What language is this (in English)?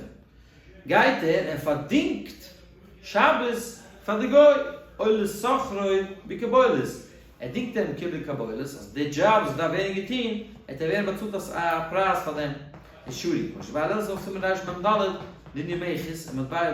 Yiddish